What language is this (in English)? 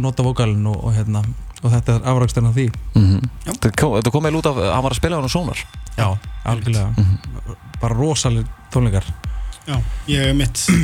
Icelandic